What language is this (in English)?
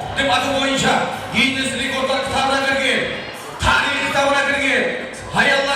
Kara-Kalpak